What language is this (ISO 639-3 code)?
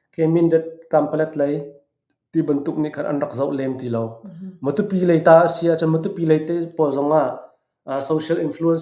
cnh